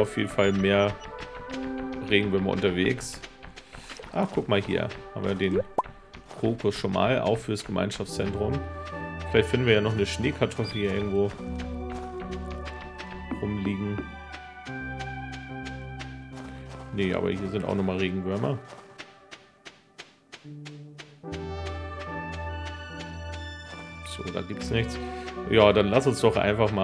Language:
German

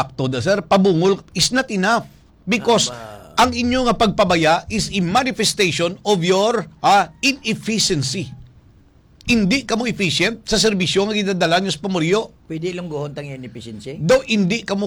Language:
Hiligaynon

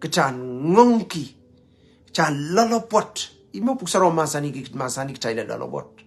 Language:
Pohnpeian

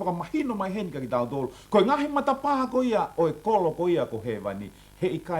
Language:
Tongan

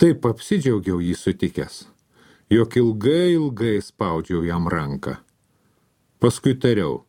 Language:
Lithuanian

